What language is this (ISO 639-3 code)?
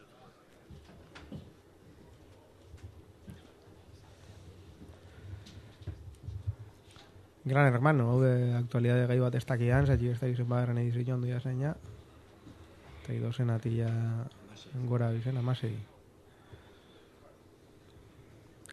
eus